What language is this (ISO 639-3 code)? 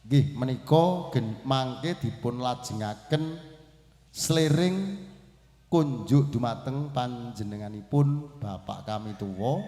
jav